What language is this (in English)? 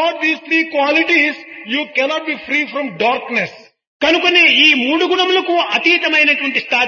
Telugu